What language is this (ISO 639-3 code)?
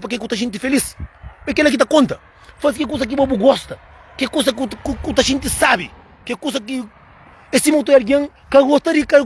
kea